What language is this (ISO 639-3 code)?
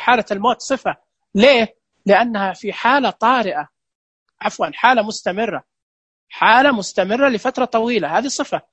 ars